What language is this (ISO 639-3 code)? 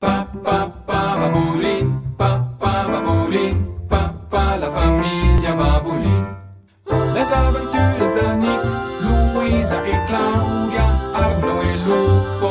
roh